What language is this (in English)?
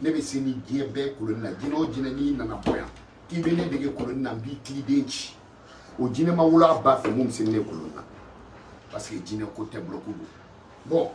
Bambara